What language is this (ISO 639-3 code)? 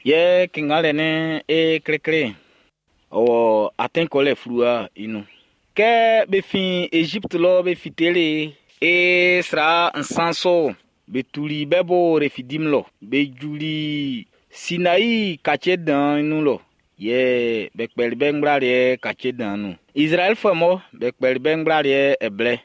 bci